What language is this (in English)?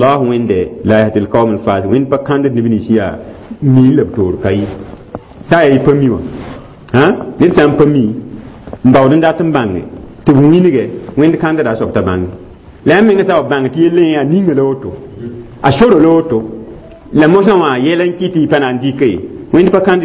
Mossi